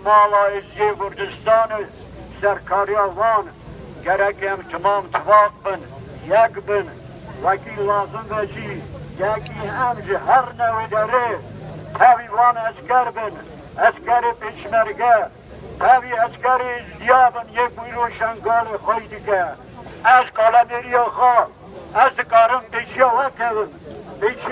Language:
Kurdish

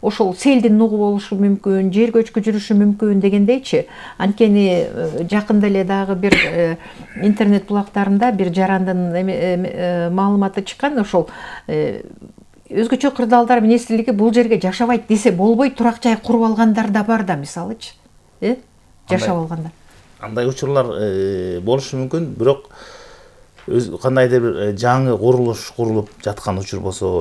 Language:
Kyrgyz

